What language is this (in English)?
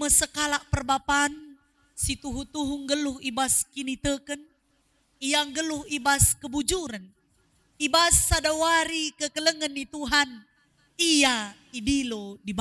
Batak Karo